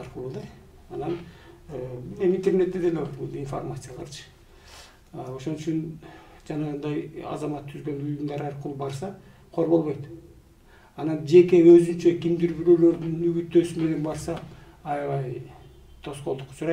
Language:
Kyrgyz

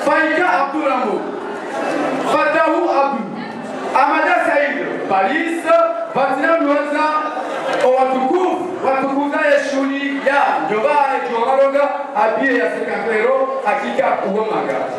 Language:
Ngazidja Comorian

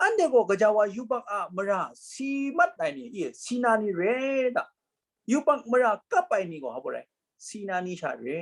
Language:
Kachin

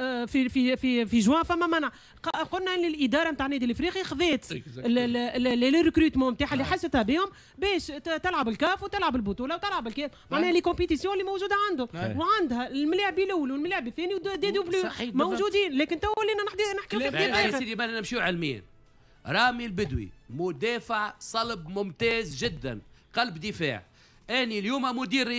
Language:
Tunisian Arabic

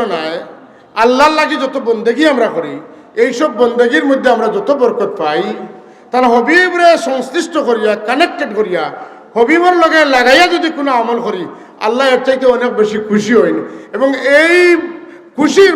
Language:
Sylheti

